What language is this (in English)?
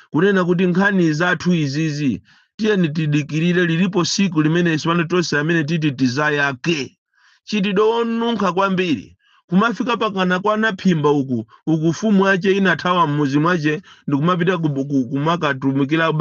Nyanja